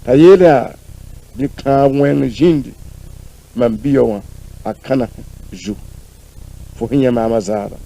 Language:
Mossi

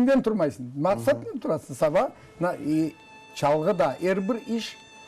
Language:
Crimean Tatar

